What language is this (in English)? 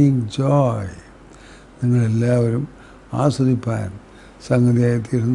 Malayalam